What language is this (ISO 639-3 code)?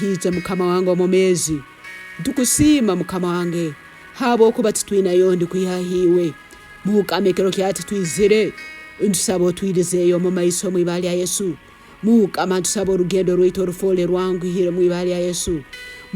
ttj